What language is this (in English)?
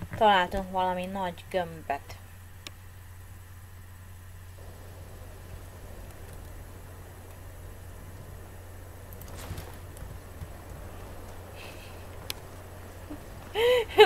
Hungarian